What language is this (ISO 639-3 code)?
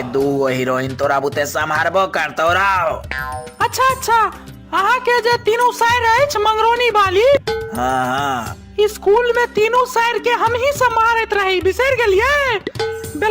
mai